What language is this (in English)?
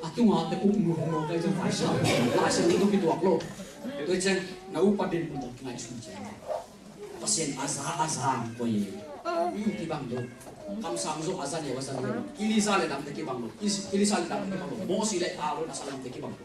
Tedim Chin